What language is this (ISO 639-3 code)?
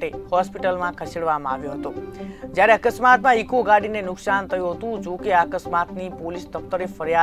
guj